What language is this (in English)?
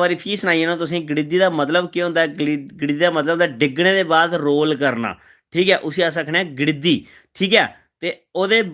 Dogri